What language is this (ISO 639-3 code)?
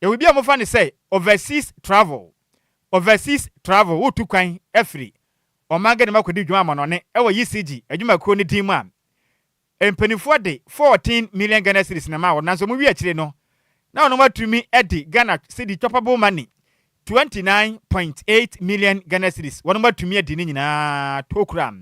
aka